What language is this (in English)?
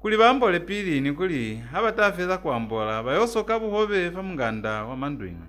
Lozi